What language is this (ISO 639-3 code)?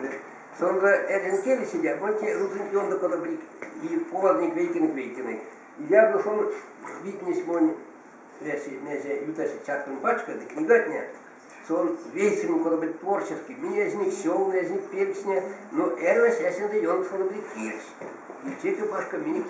myv